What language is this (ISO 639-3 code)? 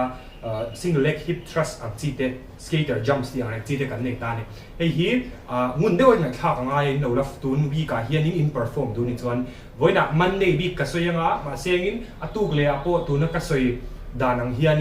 lus